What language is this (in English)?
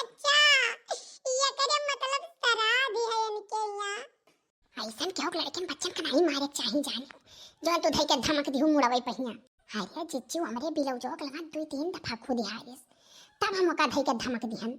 Awadhi